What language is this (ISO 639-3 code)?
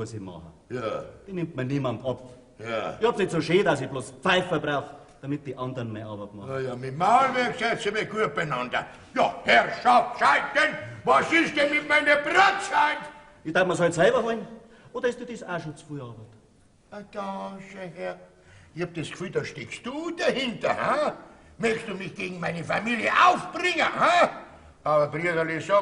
bar